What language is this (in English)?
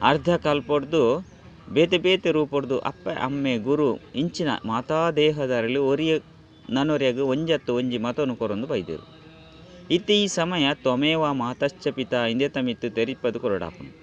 Tulu